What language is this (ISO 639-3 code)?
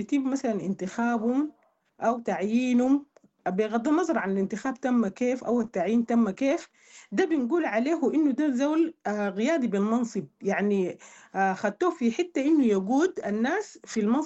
apd